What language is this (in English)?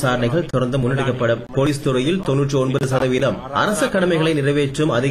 Tamil